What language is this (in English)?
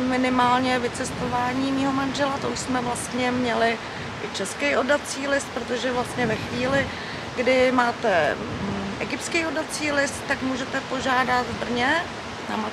Czech